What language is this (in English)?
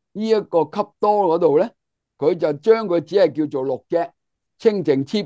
Cantonese